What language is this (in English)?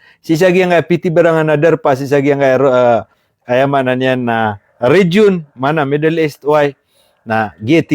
Maranao